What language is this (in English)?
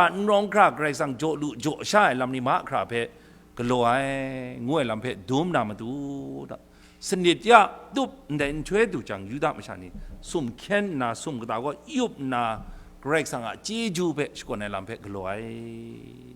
Kachin